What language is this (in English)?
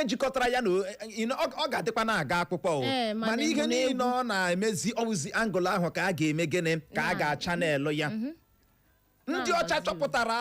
Igbo